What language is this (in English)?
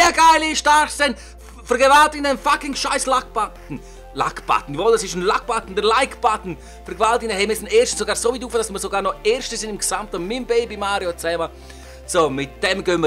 Swiss German